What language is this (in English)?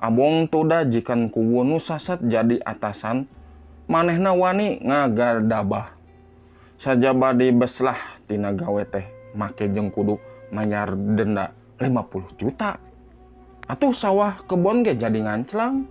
Sundanese